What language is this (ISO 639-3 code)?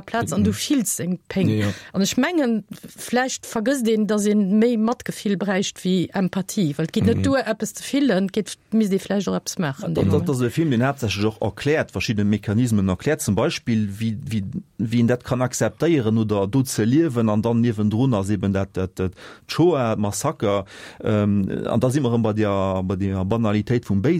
ltz